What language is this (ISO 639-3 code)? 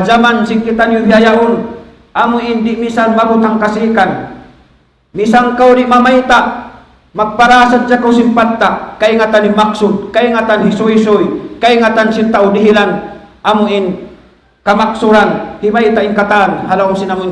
tsg